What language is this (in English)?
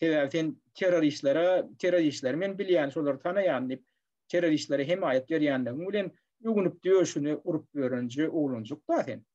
Turkmen